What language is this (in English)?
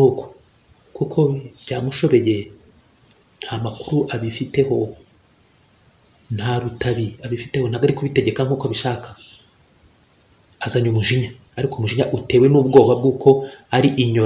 Kinyarwanda